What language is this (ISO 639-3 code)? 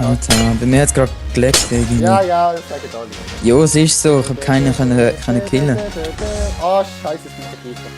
gsw